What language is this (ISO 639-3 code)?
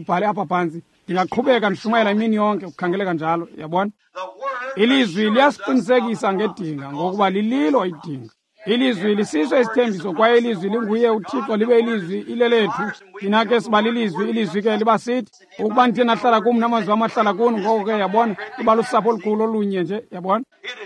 xho